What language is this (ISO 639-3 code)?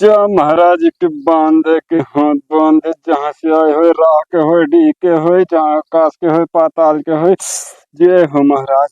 awa